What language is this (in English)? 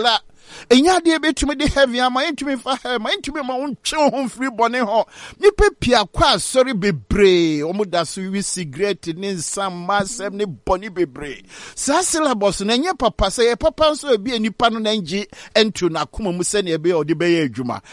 Akan